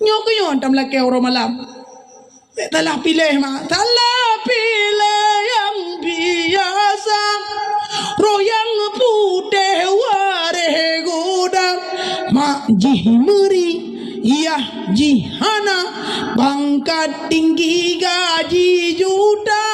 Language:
Achinese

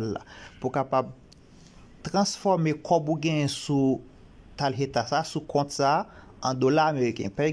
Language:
Haitian Creole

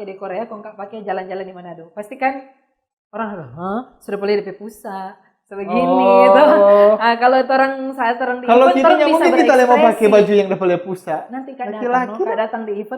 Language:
Manado Malay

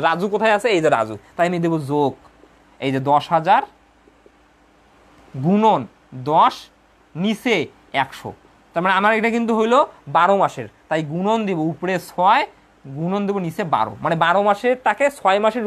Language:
Bangla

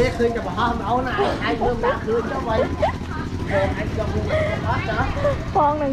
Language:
Khmer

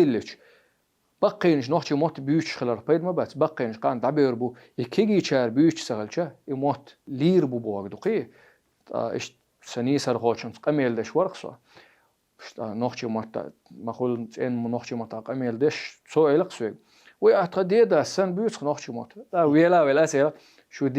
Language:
Chechen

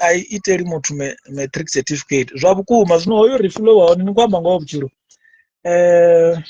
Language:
Venda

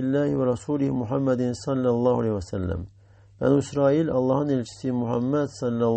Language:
Azerbaijani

